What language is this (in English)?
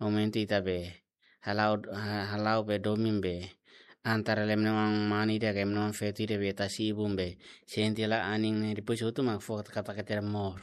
Tetum